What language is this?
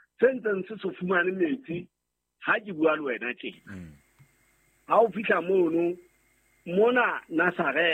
Southern Sotho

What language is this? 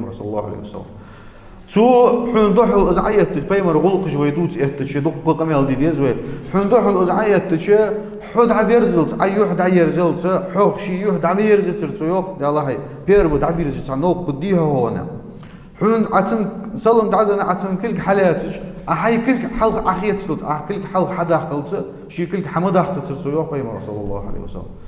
Ingush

